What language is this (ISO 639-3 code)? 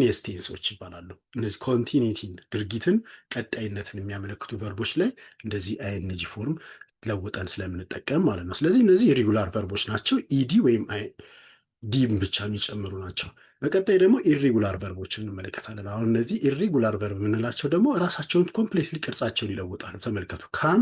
amh